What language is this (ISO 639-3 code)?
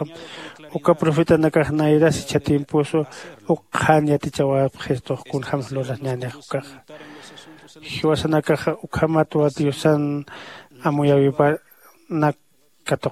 aym